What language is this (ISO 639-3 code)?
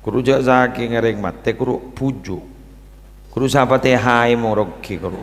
mad